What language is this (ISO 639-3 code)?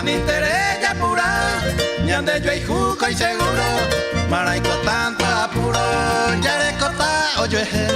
grn